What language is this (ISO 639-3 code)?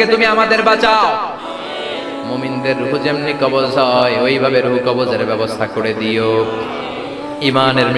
ben